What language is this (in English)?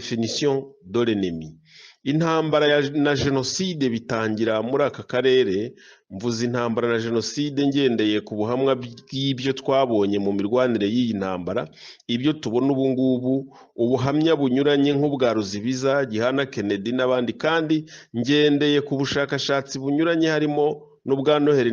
Kinyarwanda